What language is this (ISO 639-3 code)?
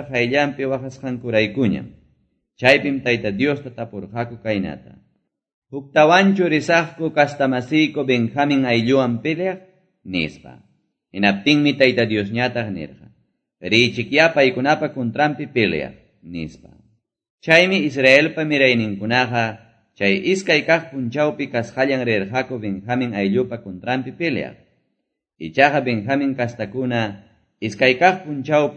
que